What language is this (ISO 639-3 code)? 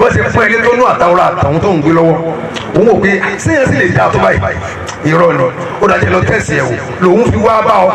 yor